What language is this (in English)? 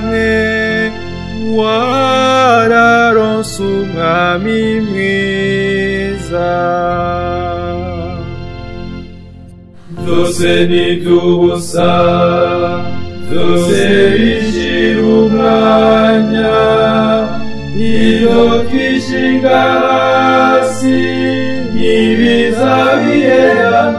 Rundi